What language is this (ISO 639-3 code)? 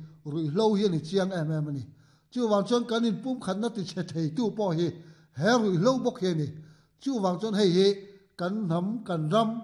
lus